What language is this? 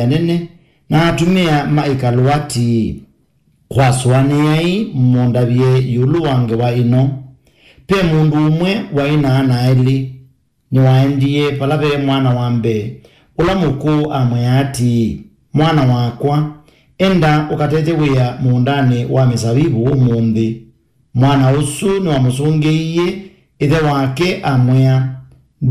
Kamba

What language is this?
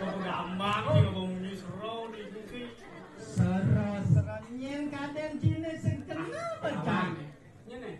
Balinese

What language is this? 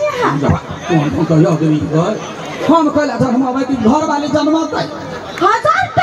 Maithili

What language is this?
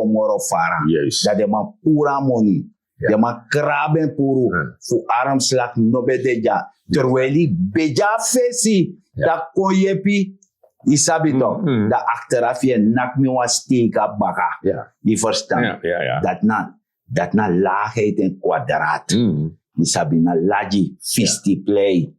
Sranan Tongo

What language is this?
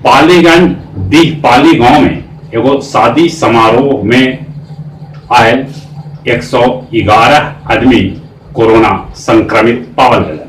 Magahi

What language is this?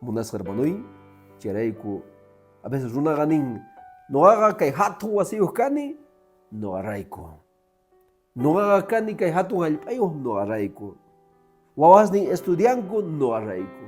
Quechua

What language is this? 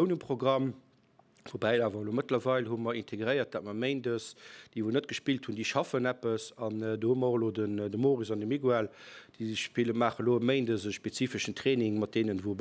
Luxembourgish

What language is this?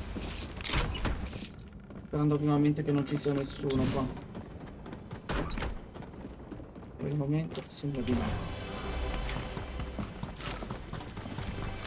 Italian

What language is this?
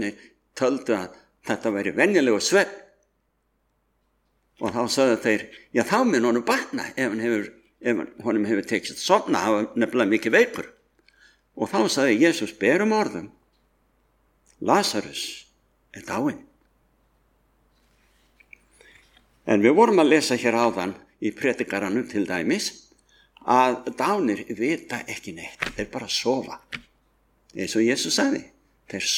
Icelandic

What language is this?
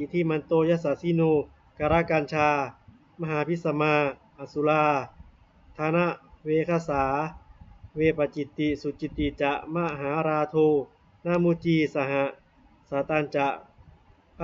Pali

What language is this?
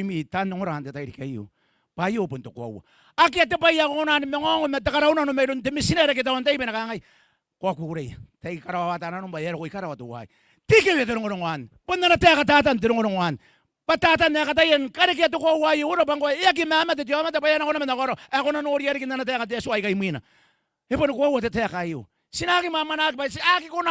Gilbertese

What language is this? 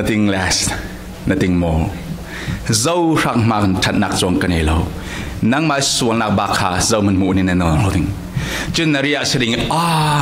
Falam Chin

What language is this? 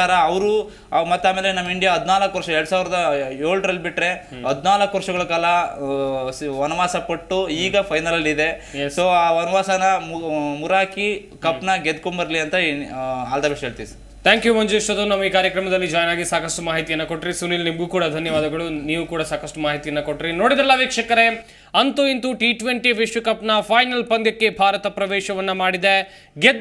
Kannada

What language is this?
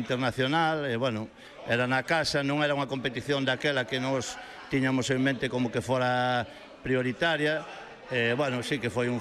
Galician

